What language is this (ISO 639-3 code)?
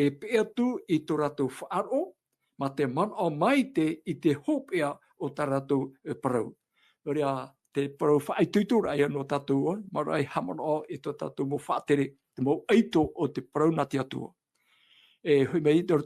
tah